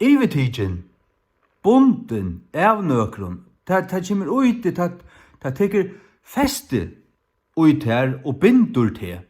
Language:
Faroese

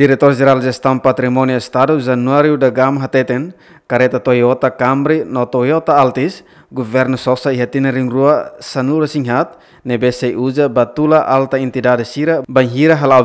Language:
Tetum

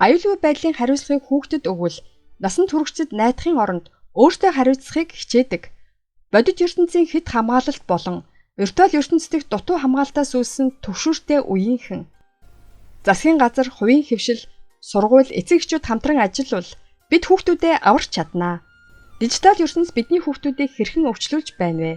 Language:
Mongolian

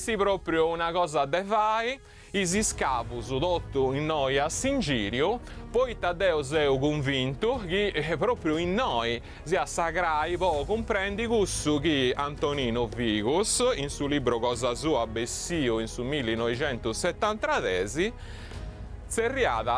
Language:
Sardinian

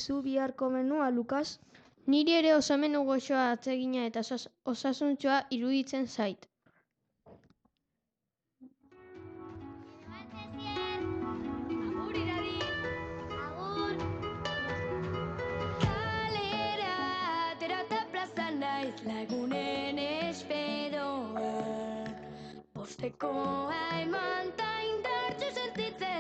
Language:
Basque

